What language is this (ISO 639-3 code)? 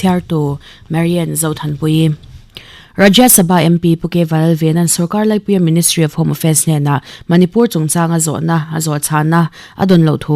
lus